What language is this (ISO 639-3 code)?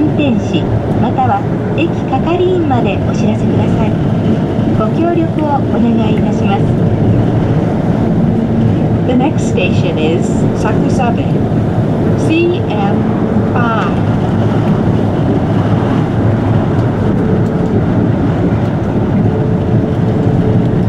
jpn